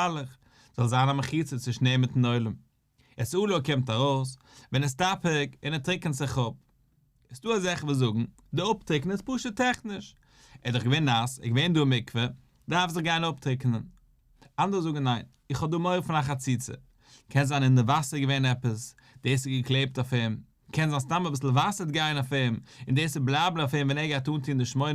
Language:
Yiddish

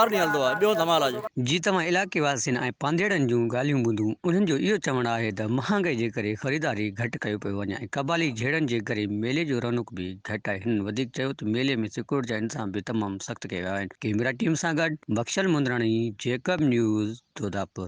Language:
Sindhi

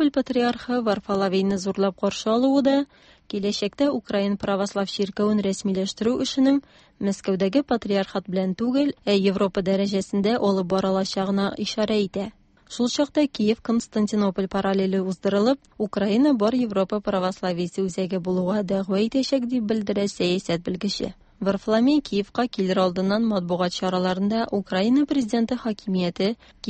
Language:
Tatar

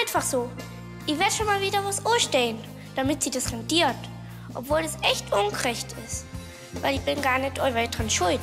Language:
Bavarian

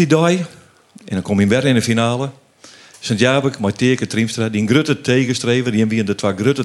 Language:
Western Frisian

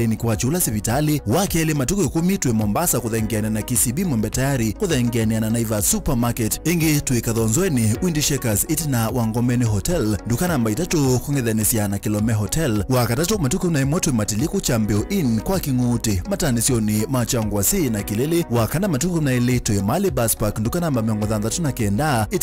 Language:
Kamba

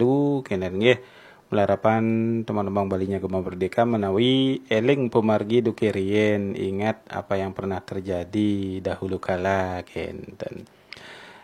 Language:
Balinese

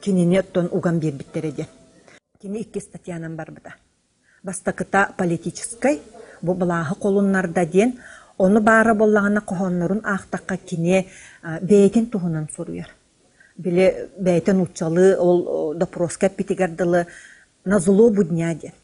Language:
Yakut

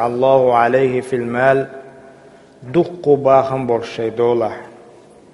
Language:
Chechen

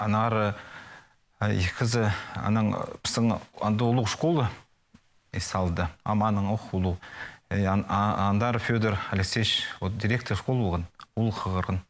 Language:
Khakas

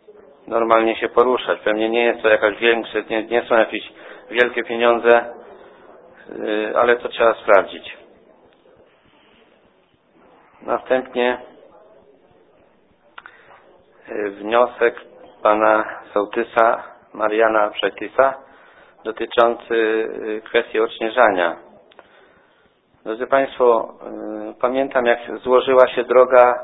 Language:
Polish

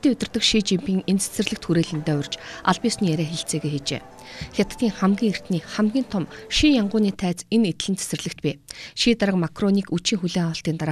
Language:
Mongolian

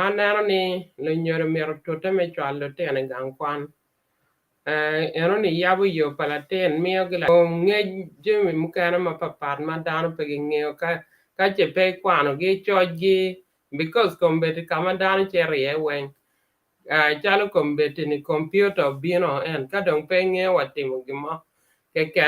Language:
Acoli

